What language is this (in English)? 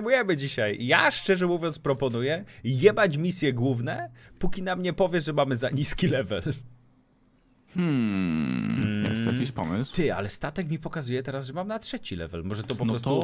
Polish